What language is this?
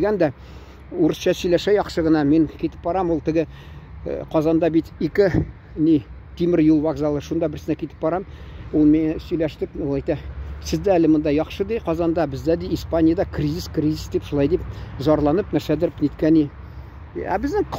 Tatar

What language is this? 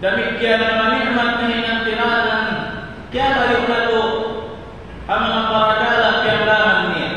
Tausug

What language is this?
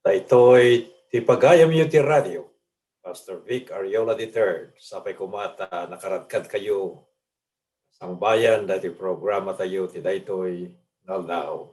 Iloko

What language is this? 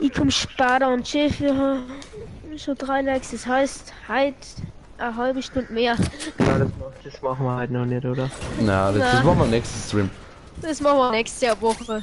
Bavarian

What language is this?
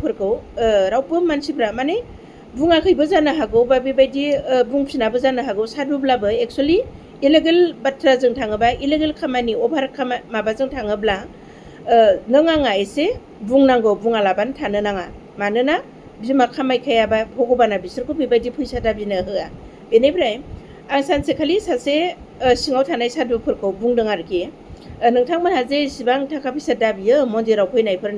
Bodo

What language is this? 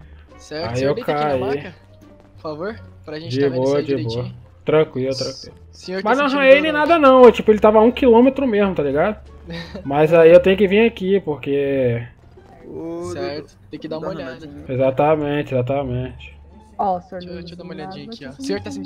Portuguese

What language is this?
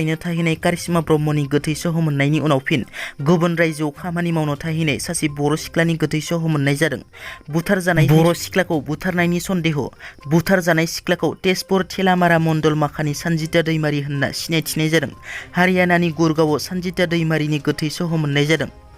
Bodo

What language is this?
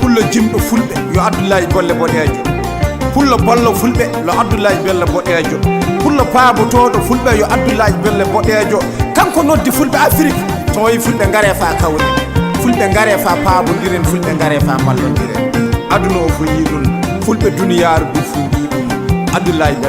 Nigerian Fulfulde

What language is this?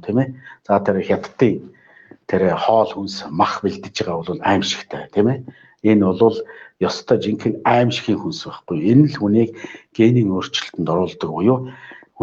Mongolian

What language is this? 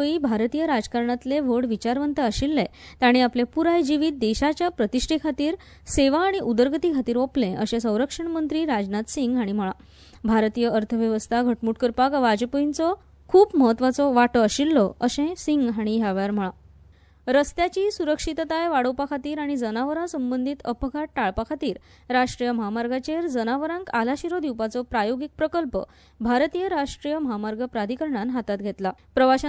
Konkani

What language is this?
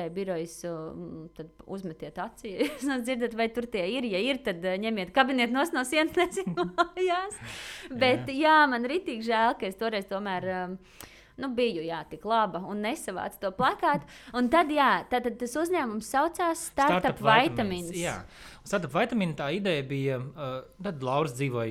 Latvian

